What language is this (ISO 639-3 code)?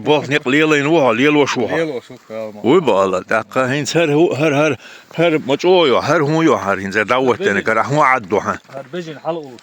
che